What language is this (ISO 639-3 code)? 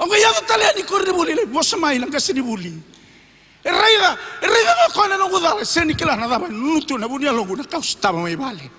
fij